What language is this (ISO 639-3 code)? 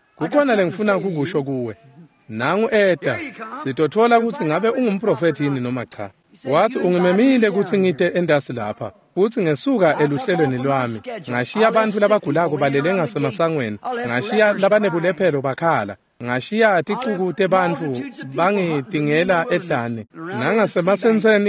ssw